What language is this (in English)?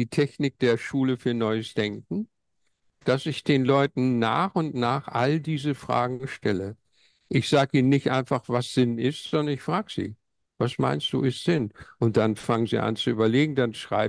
German